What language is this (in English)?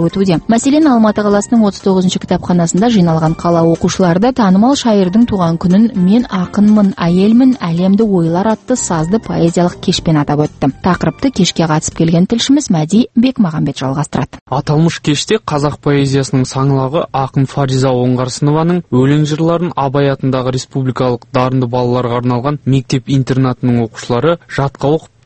Kazakh